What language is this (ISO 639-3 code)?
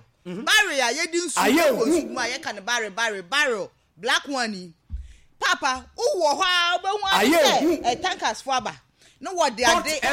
aka